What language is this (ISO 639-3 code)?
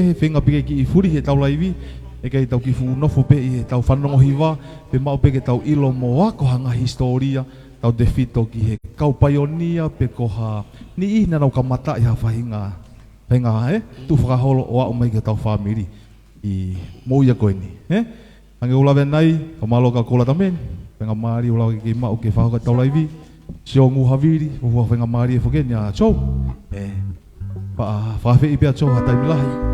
ton